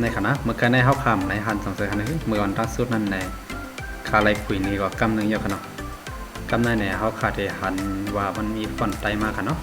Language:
Shan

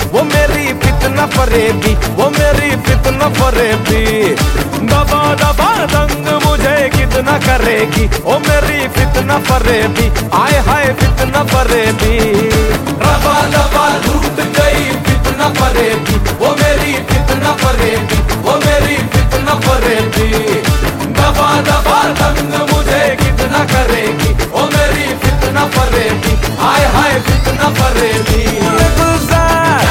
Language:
Hindi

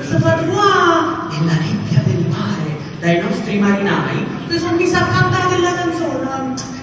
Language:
Neapolitan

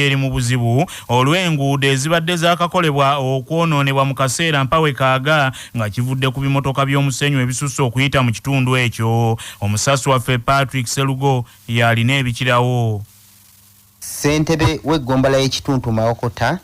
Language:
Ganda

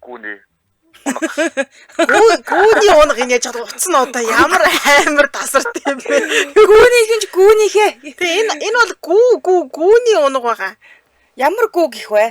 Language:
Mongolian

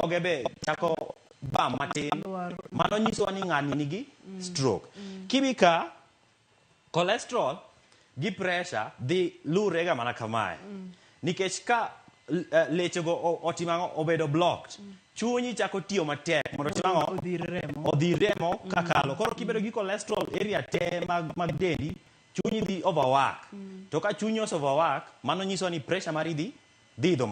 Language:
Luo (Kenya and Tanzania)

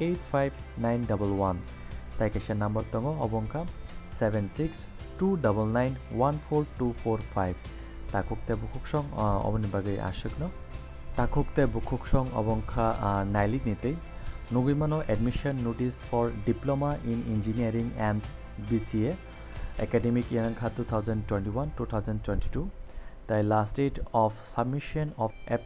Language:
Kok Borok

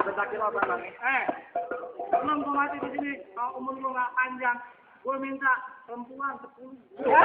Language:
Betawi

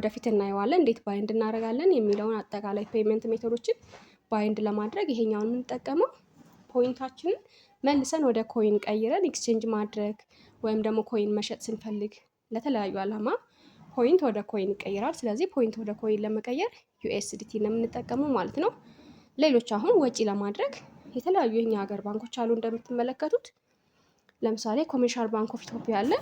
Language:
Amharic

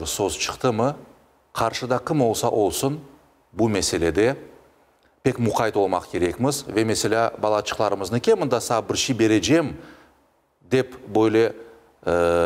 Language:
Crimean Tatar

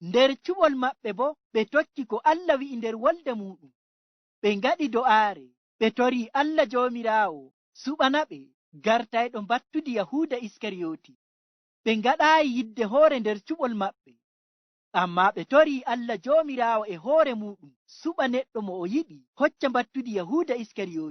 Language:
Fula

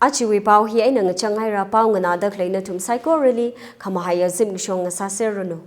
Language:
Tangkhul Naga (India)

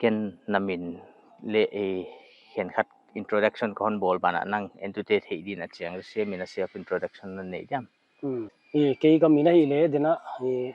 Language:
Paite Chin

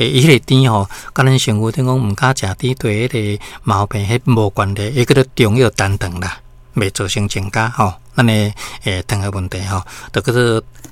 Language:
Min Nan Chinese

